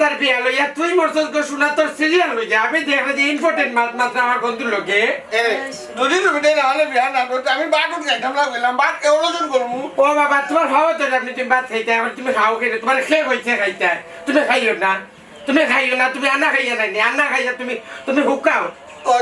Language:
Sylheti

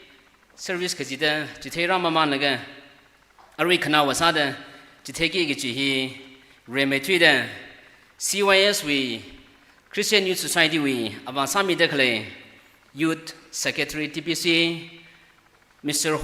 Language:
Tangkhul Naga (India)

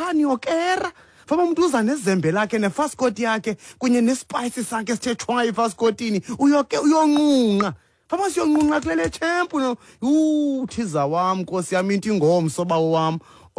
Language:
Xhosa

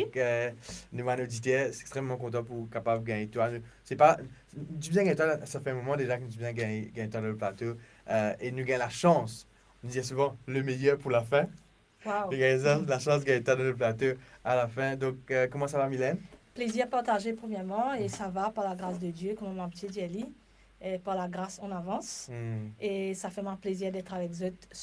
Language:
Morisyen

